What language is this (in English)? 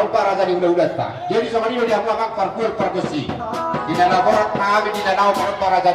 Batak Toba